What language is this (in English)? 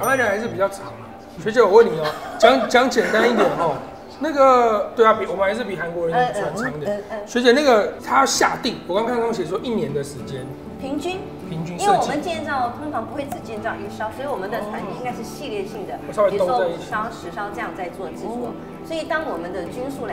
Chinese